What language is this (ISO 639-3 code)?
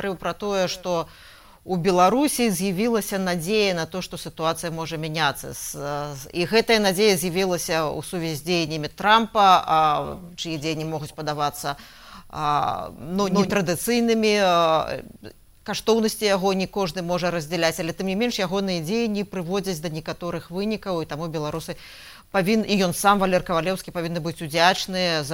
bel